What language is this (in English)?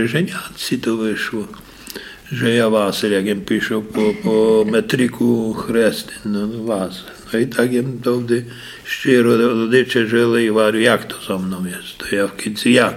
Rusyn